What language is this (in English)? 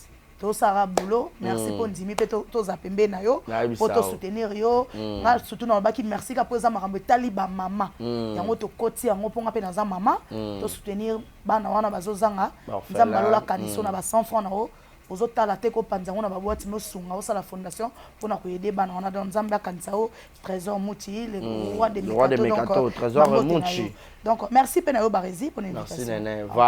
Lingala